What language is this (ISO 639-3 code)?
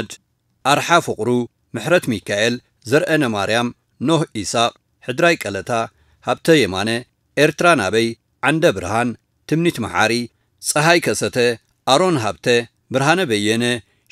tir